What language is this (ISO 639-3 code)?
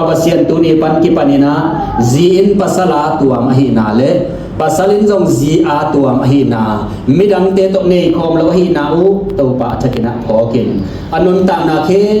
ctd